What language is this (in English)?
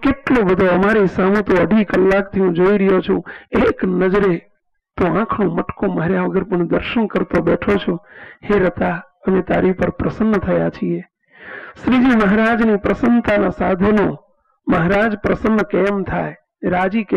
Gujarati